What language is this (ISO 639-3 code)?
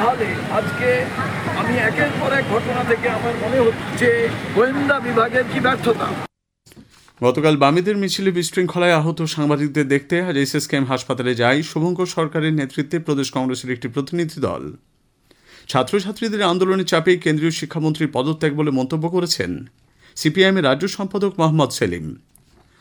ben